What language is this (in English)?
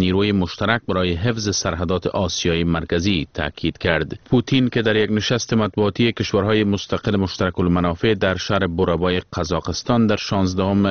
Persian